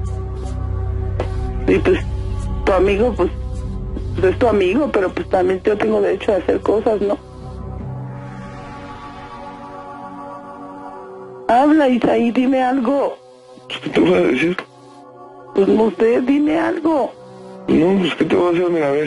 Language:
Spanish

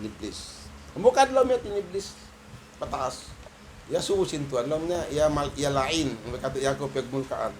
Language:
Tausug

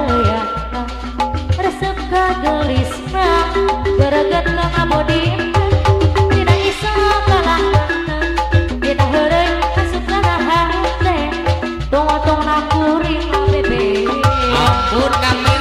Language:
Sundanese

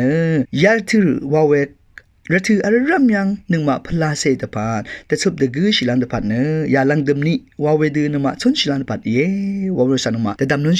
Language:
Rawang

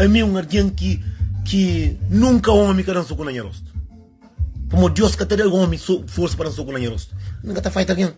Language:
Kabuverdianu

